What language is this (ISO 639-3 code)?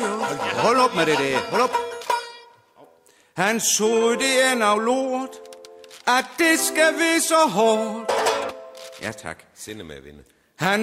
dan